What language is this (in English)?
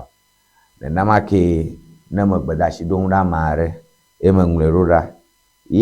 Ewe